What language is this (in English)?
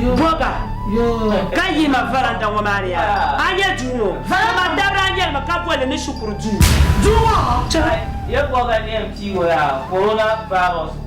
Dagbani